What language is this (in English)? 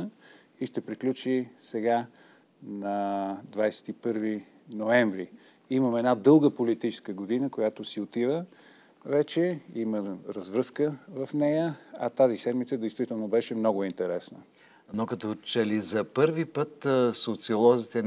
Bulgarian